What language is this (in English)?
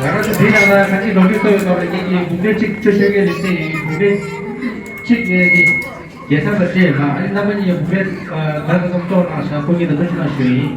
Tibetan